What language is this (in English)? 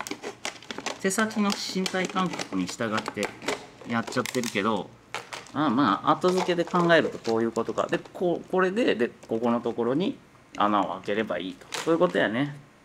Japanese